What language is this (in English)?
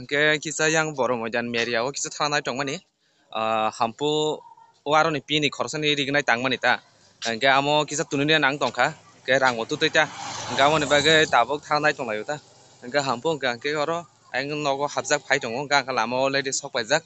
Kok Borok